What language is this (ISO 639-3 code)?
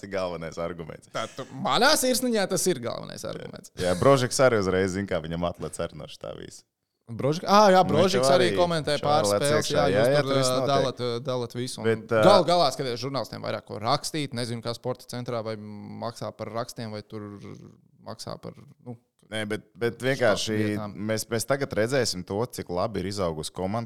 lav